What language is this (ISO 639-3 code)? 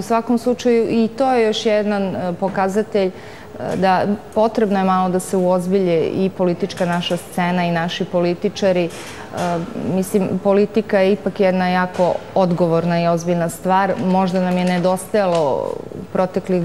srp